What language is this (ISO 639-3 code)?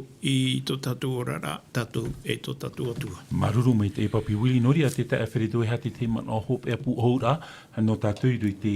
tah